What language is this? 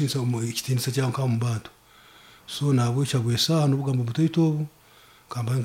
Nyankole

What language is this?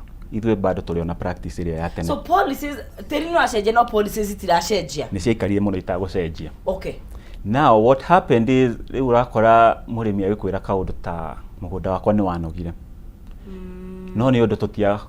Kikuyu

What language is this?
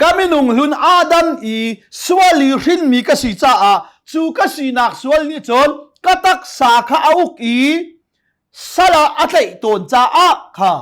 Hakha Chin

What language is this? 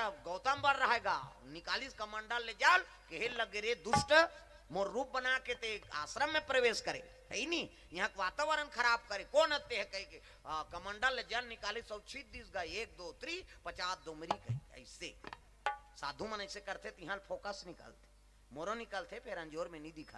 Chhattisgarhi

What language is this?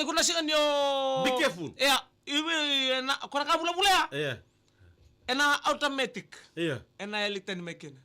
Fijian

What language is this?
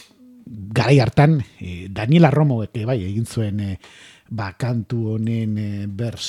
Basque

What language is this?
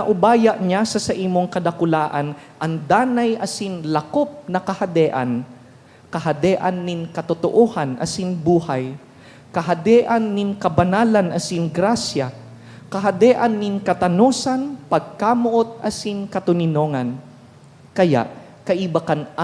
Bikol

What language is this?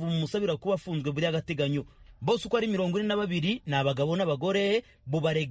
Kinyarwanda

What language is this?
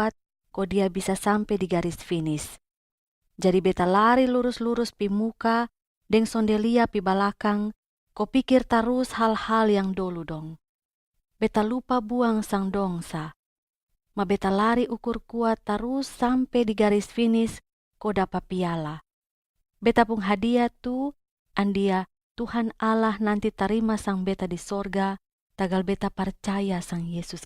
Kupang Malay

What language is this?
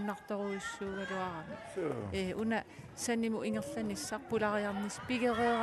Kalaallisut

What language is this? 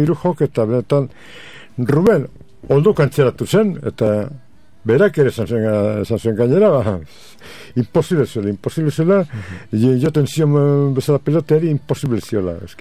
Basque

